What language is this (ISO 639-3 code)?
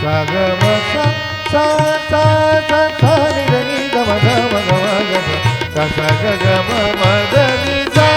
hne